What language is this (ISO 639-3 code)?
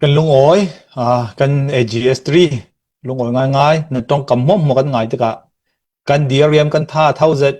cfm